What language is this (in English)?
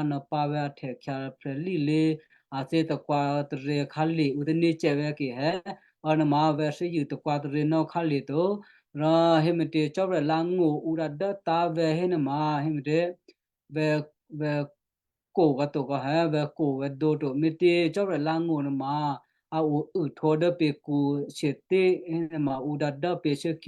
Western Kayah